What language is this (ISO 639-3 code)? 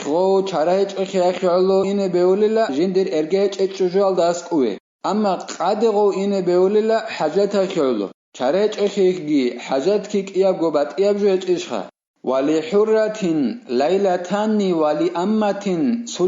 ava